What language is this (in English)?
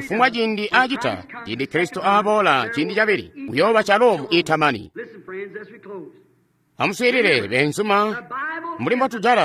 Tonga (Zambia)